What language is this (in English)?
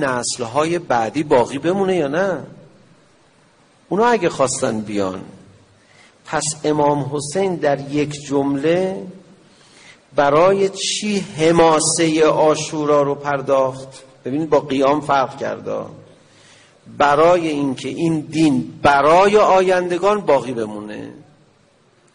Persian